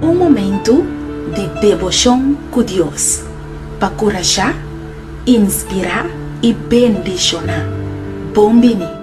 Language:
Papiamento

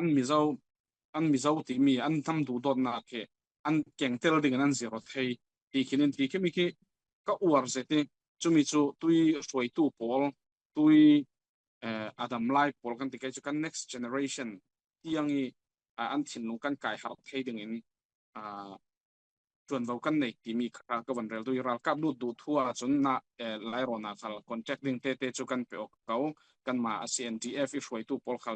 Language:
Falam Chin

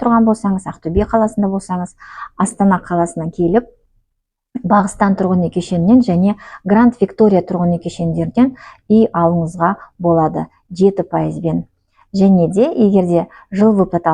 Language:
Kazakh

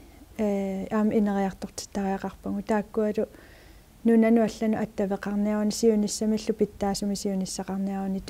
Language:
Kalaallisut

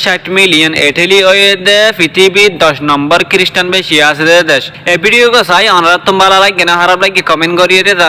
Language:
Rohingya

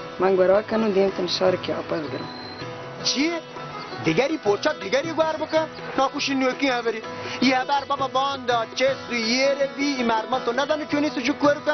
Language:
Baluchi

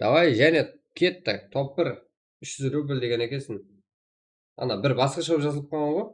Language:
Kara-Kalpak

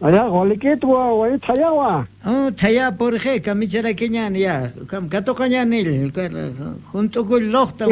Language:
South Bolivian Quechua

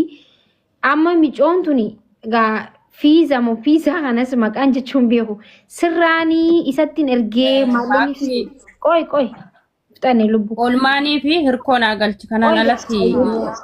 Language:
Oromo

